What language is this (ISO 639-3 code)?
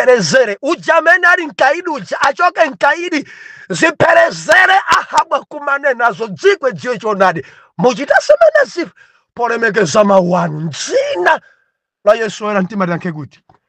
nya